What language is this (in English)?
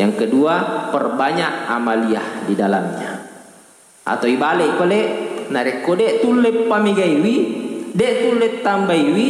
Buginese